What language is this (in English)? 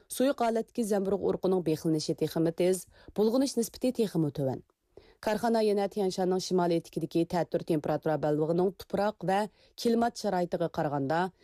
Uyghur